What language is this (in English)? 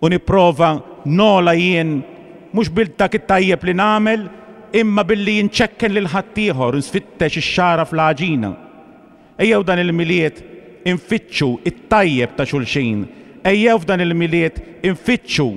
Maltese